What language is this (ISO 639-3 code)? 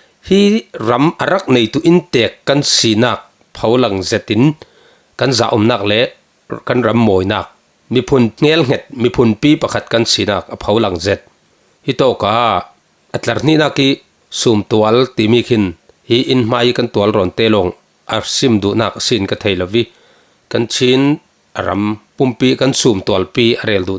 cfm